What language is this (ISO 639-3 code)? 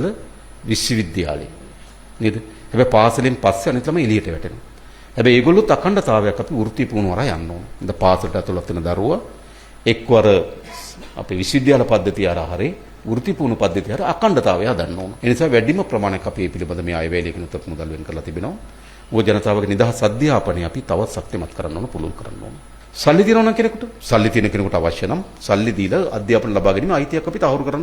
sin